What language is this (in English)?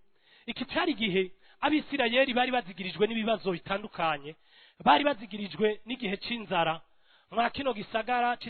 Rundi